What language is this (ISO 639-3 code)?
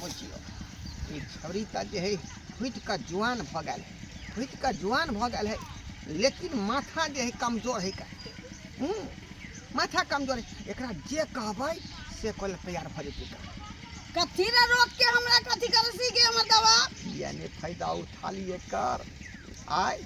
mai